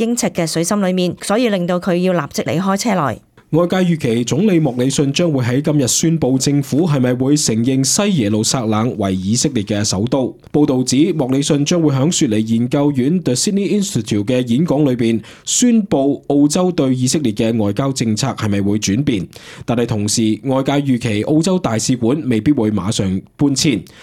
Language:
Cantonese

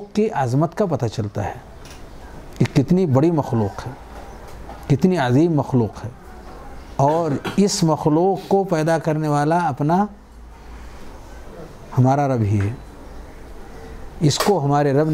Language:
Urdu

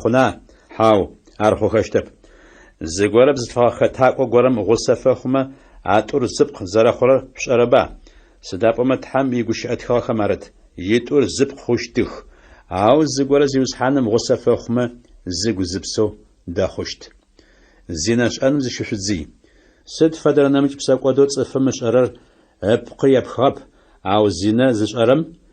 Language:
Adyghe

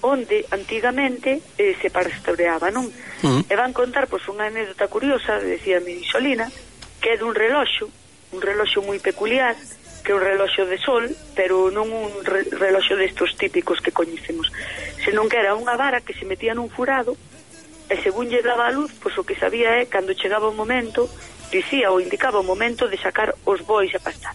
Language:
Galician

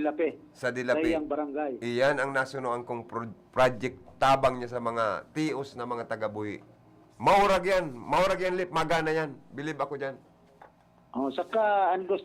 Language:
Bikol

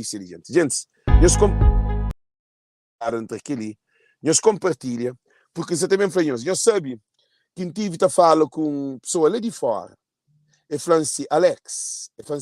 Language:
Kabuverdianu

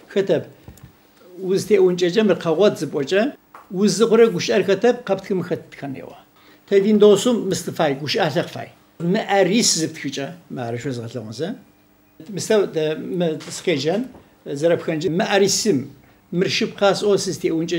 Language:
Adyghe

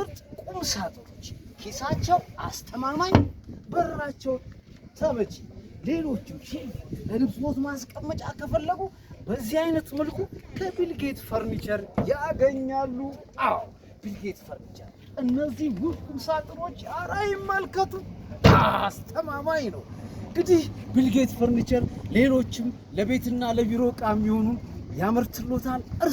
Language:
Amharic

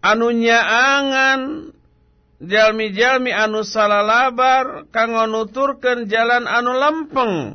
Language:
Sundanese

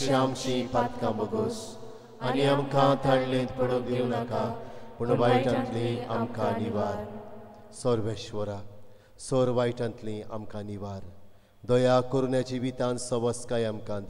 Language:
Konkani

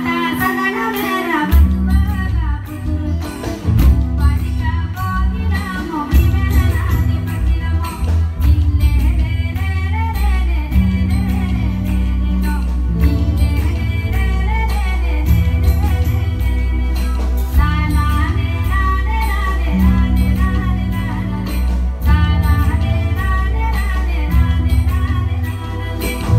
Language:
Malayalam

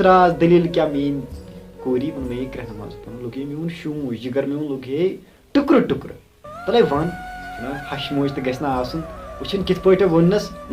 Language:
Kashmiri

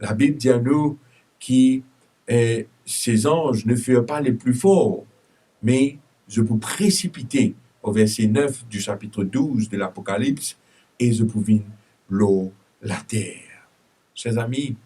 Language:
Morisyen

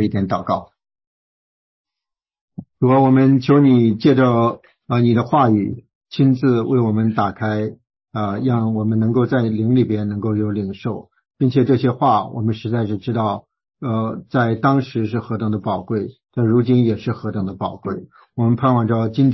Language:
Chinese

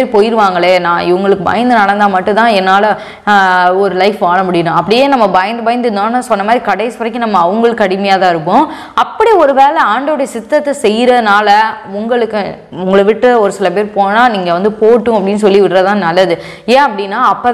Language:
Tamil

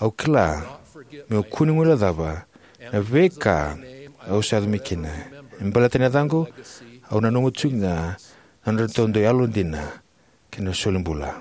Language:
Fijian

